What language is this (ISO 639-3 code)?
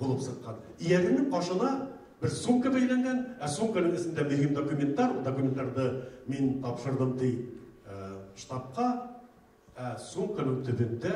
bak